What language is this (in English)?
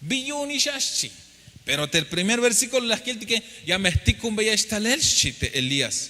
Tzeltal